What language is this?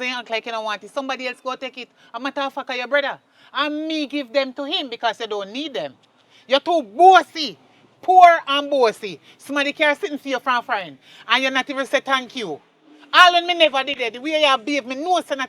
Jamaican Creole English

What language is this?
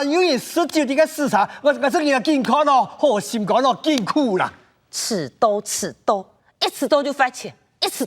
Hakka Chinese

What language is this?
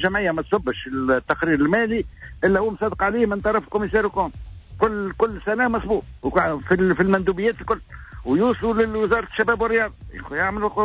Tunisian Arabic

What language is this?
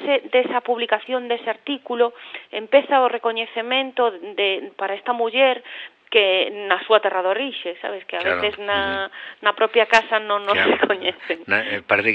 Galician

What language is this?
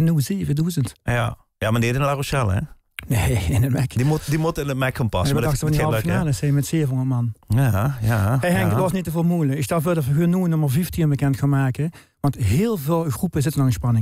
Limburgish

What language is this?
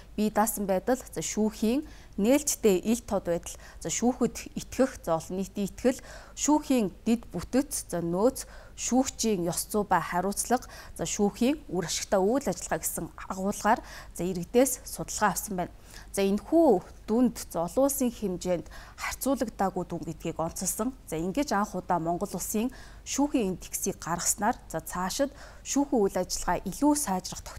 Mongolian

